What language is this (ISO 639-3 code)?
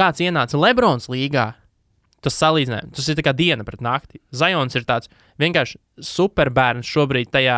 lav